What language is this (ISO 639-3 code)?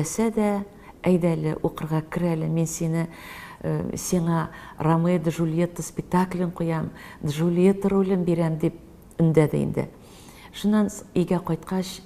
tat